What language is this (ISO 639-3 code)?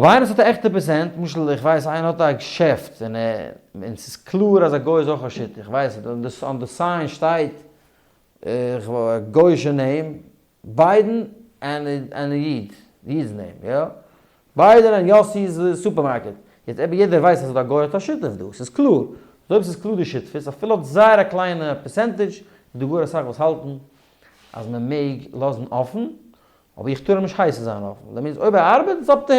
yid